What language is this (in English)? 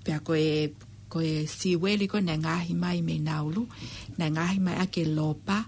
Tongan